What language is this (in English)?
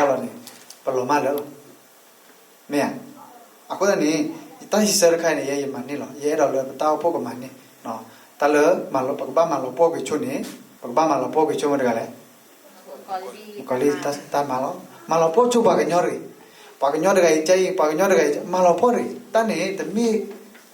S'gaw Karen